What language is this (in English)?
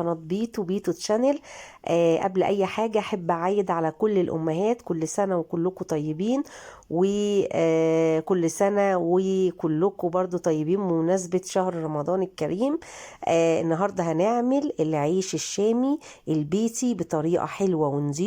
Egyptian Arabic